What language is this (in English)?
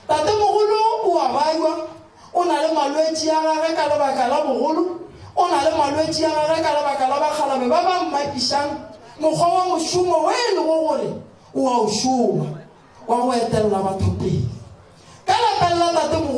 Northern Sotho